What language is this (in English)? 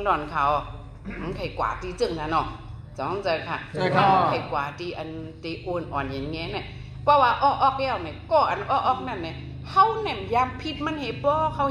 Shan